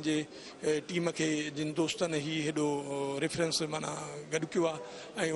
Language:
Sindhi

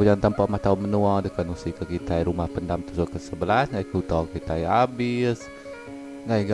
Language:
Iban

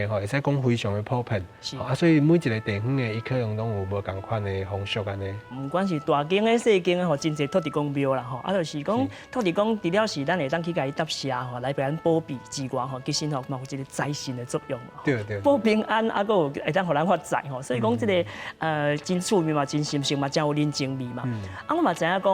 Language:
Min Nan Chinese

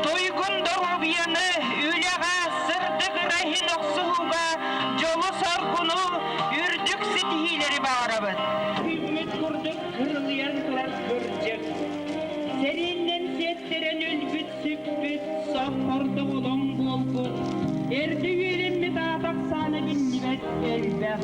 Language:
Yakut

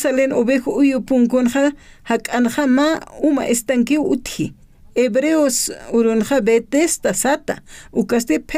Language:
Aymara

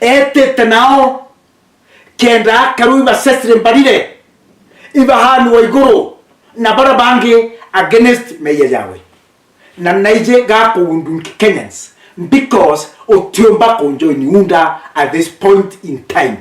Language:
Meru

